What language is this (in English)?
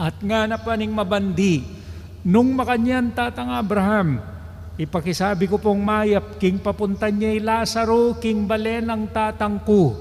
Pampanga